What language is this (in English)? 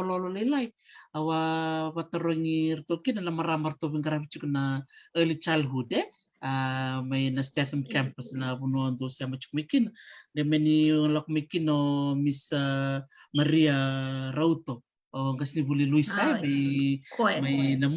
Fijian